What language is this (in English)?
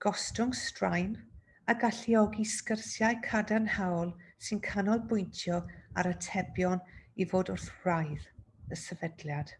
Welsh